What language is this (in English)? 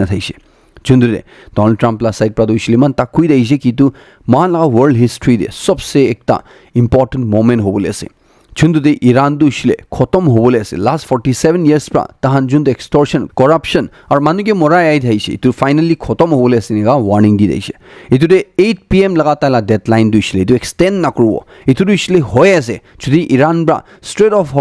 Naga Pidgin